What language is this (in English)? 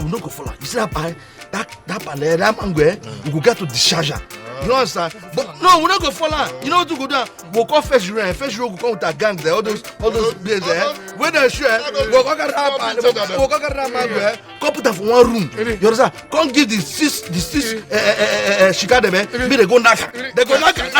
Nigerian Pidgin